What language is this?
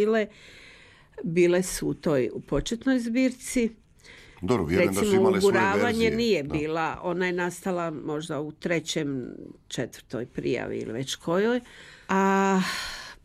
Croatian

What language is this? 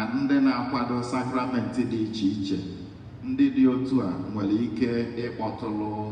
Igbo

